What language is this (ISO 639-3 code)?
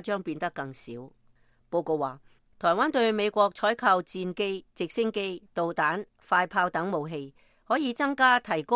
yue